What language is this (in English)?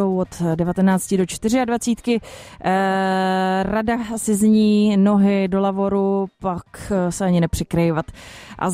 Czech